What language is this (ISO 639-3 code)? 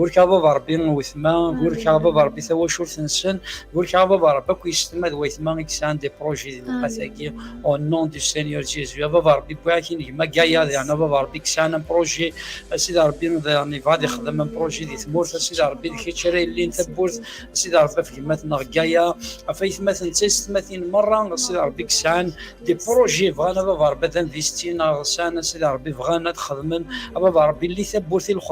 kab